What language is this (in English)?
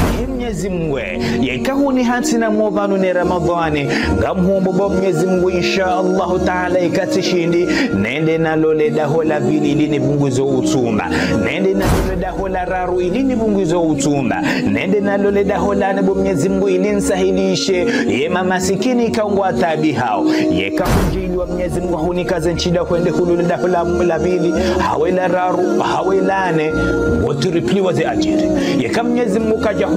Ngazidja Comorian